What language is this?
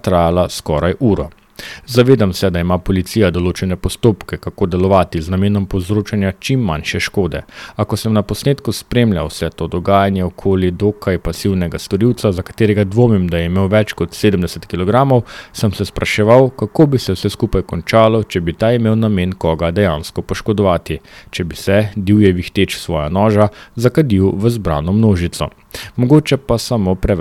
Slovenian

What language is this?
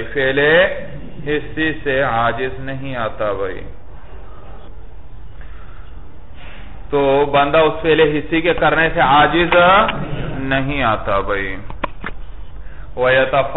Urdu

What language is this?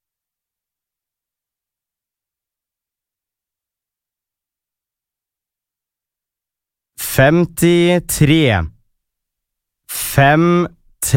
Norwegian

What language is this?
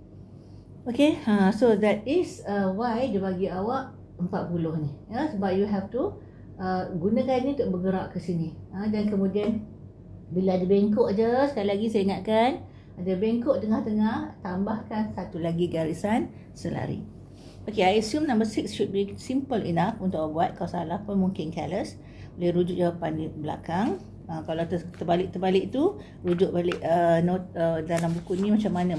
Malay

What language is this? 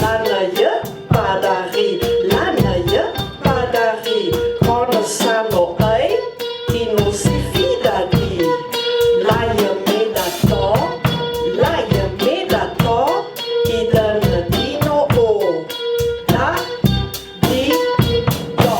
Ladin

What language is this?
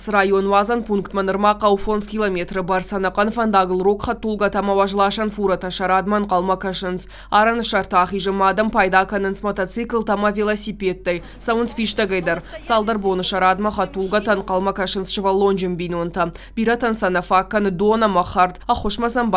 Ossetic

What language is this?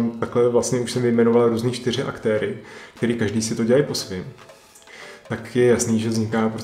Czech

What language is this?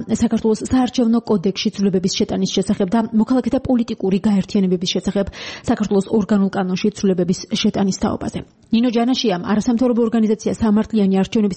Georgian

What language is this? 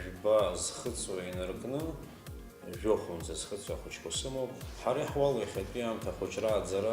Abkhazian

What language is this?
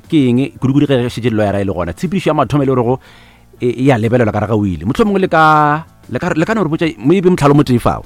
Northern Sotho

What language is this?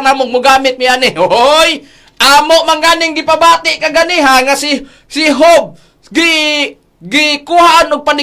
Cebuano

